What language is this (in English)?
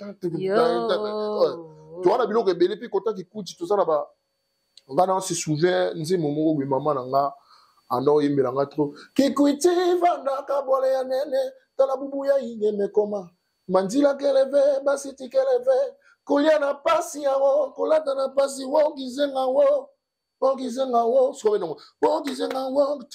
Lingala